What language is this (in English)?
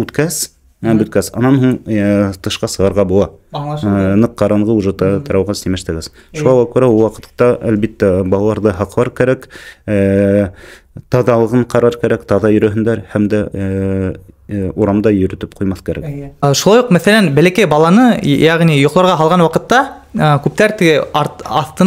Bashkir